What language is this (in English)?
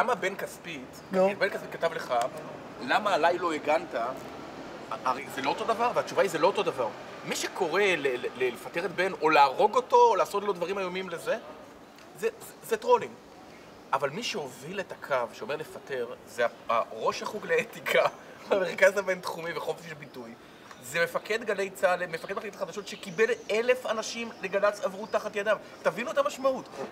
Hebrew